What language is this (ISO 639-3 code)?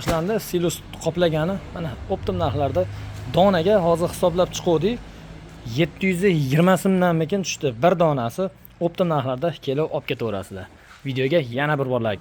uzb